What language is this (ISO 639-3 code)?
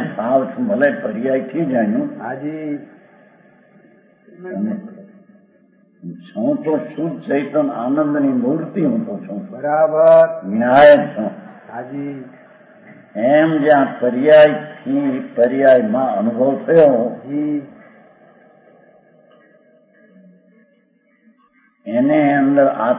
guj